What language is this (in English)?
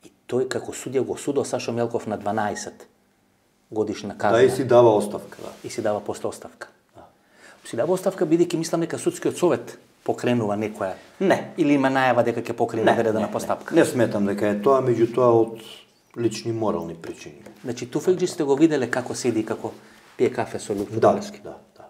Macedonian